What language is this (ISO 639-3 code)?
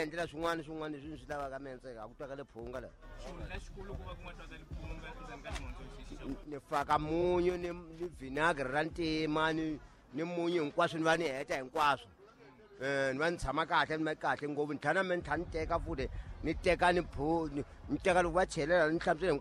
tso